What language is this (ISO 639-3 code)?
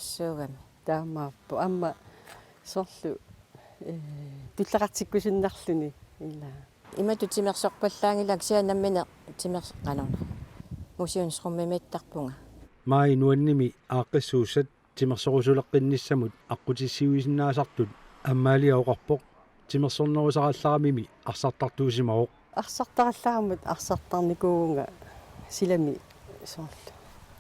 kal